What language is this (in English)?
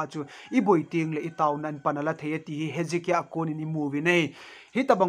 Thado Chin